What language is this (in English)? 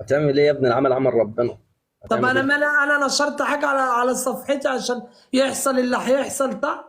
Egyptian Arabic